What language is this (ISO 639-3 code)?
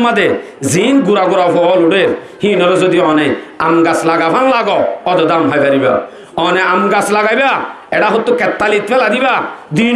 rhg